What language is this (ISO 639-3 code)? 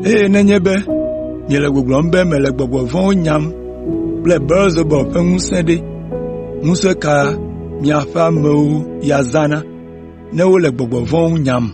ewe